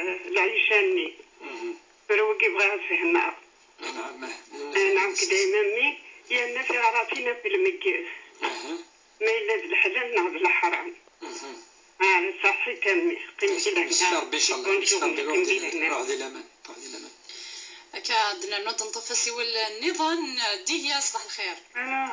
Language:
Kabyle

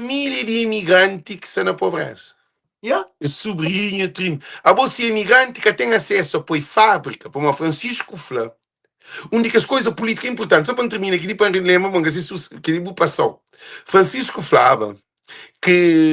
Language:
Kabuverdianu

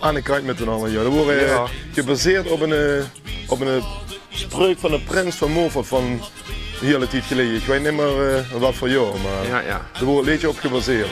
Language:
Limburgish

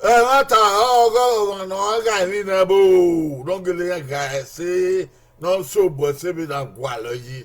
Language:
Bini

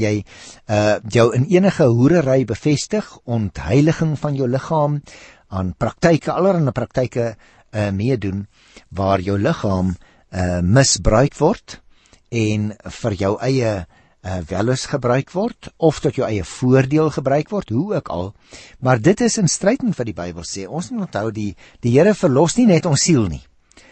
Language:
Afrikaans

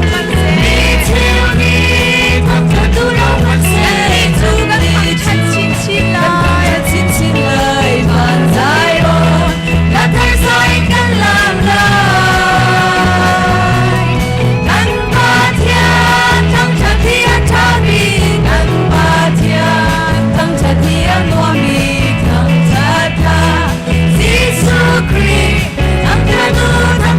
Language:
Hakha Chin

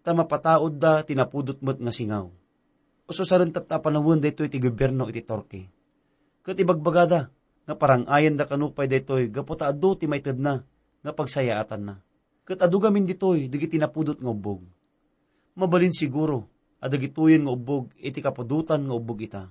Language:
Iloko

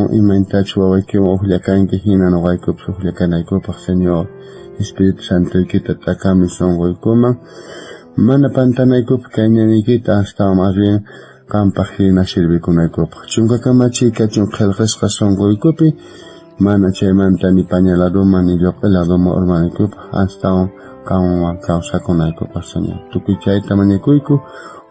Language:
South Bolivian Quechua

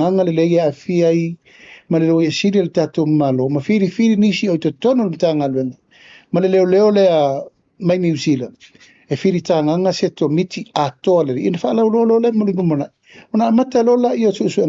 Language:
Samoan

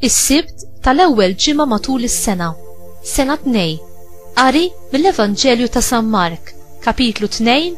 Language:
Maltese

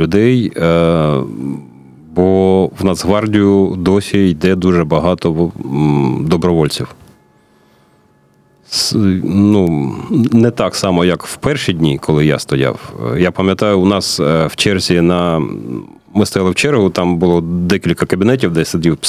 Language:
Ukrainian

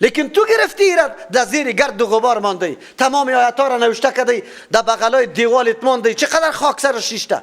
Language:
Persian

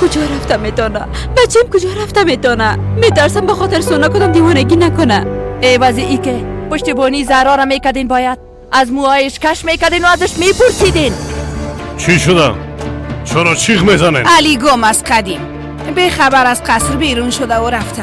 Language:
Persian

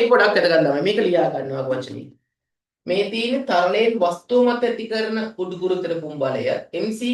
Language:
Sinhala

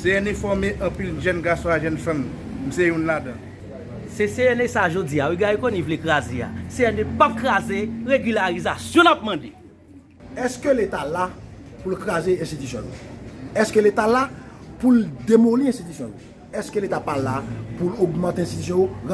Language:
Haitian Creole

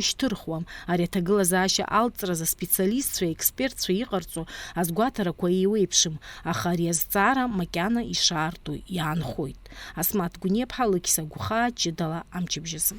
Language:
Abkhazian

